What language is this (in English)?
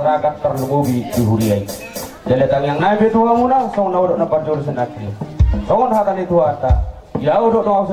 Batak Toba